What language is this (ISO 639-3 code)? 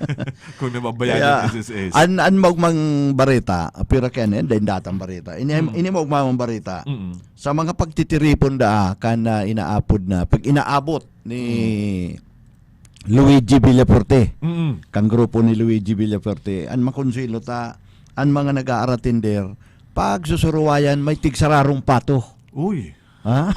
bik